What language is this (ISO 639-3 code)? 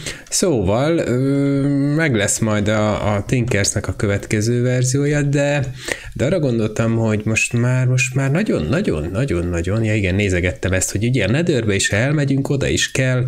hun